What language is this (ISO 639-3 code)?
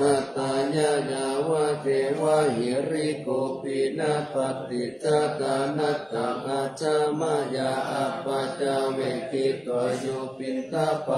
pli